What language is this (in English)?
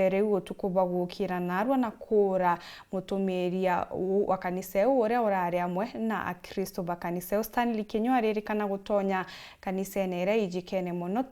Meru